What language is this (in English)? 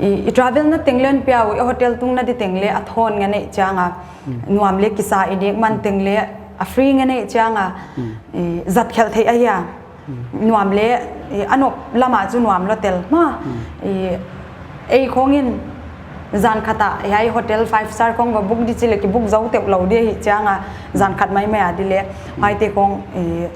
Paite Chin